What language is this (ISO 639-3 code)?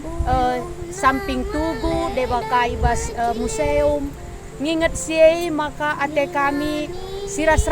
btx